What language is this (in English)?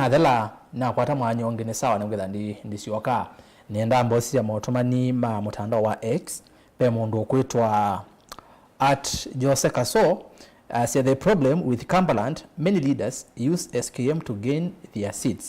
Kamba